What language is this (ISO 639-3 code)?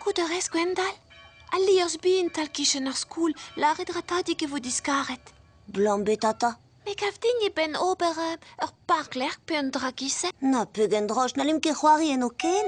bre